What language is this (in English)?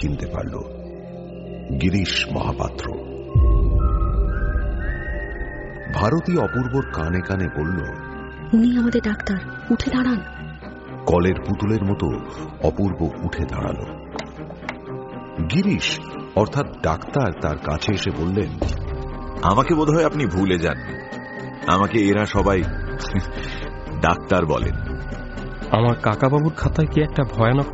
Bangla